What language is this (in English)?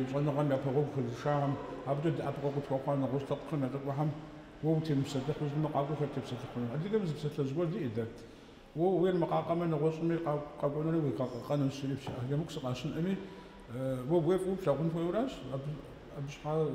Kabardian